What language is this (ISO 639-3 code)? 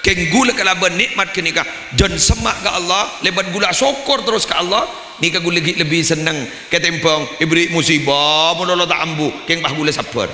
mad